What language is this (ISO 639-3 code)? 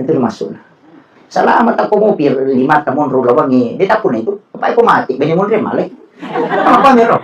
bug